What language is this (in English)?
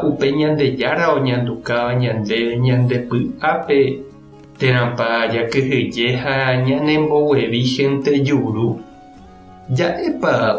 Guarani